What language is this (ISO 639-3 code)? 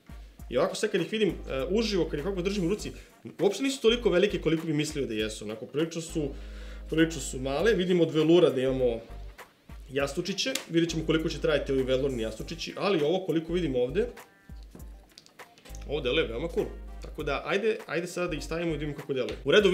srp